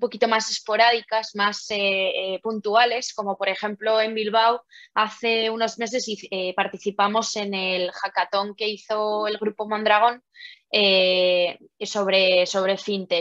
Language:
Spanish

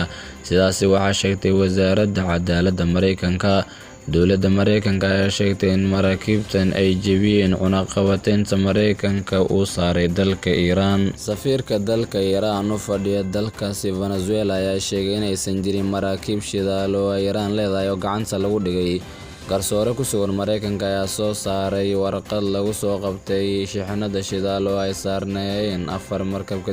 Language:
Somali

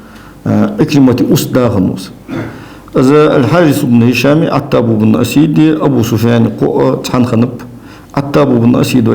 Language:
Ingush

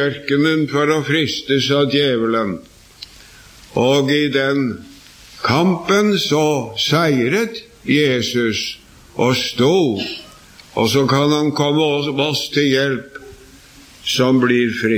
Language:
Norwegian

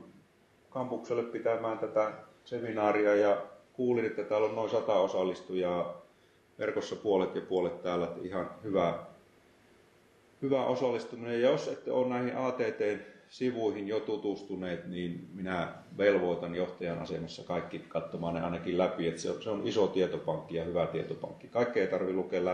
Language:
Finnish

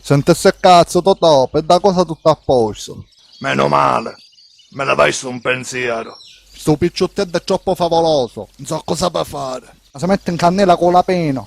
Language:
Sicilian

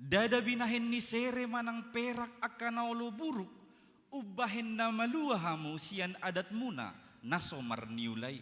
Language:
Batak Toba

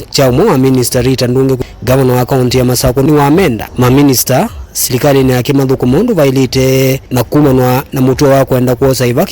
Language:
Kamba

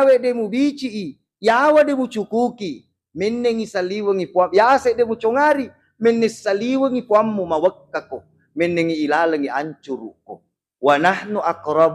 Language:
Buginese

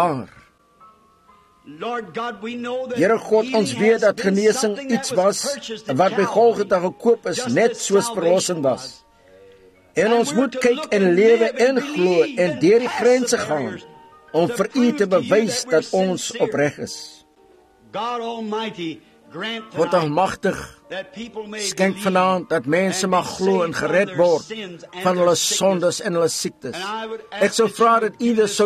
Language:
Afrikaans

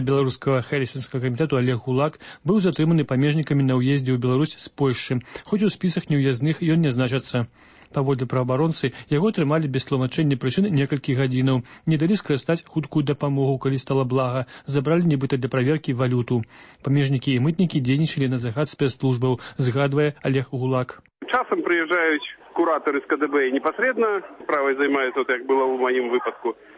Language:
Belarusian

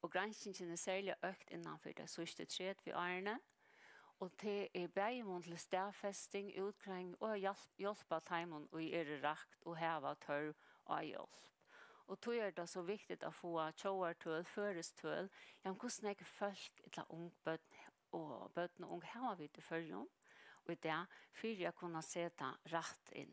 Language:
Faroese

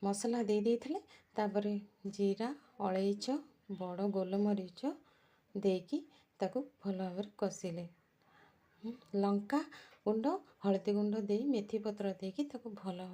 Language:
Odia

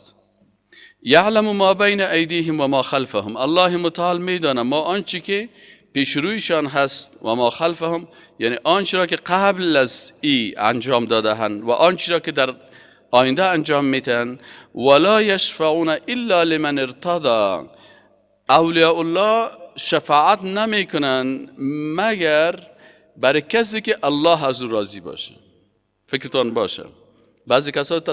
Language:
Persian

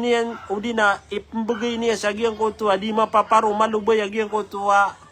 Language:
Maranao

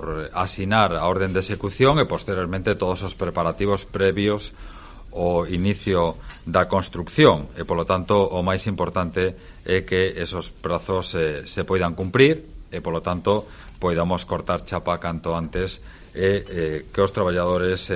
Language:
Galician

